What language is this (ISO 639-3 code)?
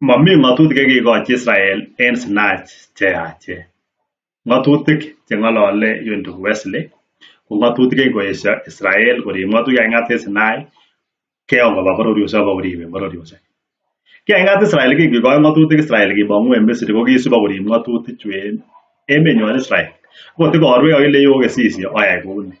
kln